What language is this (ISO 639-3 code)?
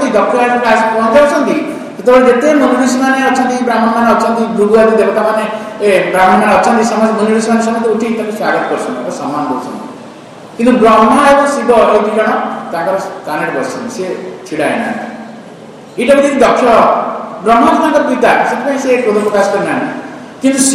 ori